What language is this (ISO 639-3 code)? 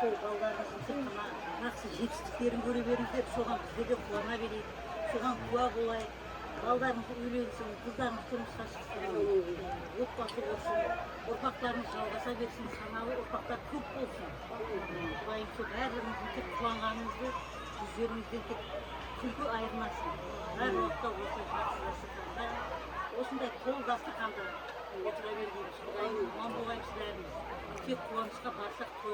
kaa